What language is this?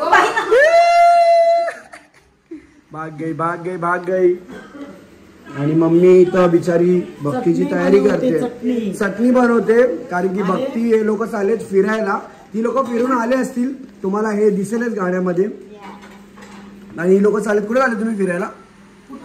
Marathi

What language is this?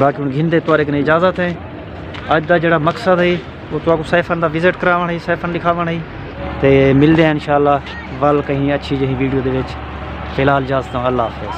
Saraiki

